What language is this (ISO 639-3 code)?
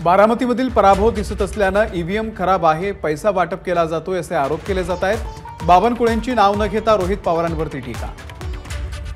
mar